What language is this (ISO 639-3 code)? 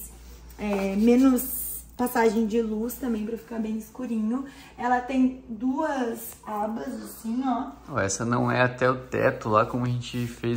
por